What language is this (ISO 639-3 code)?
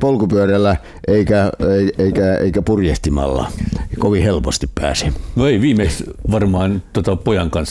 fin